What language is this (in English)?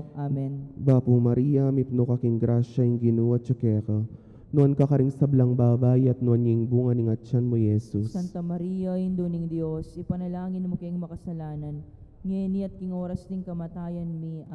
Pampanga